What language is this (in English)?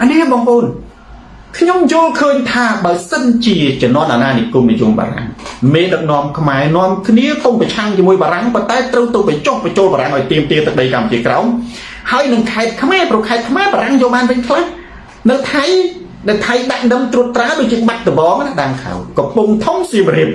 Khmer